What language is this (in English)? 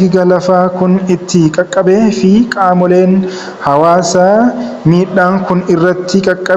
Oromo